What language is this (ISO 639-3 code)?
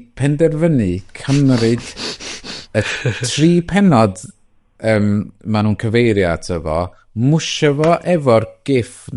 cym